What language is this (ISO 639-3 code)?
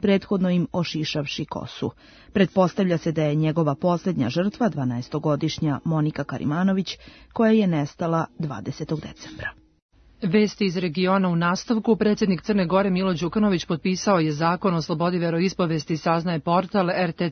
srp